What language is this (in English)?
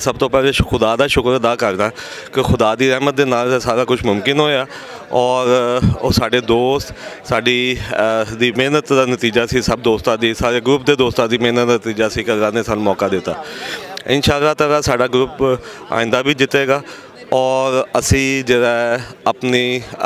Western Panjabi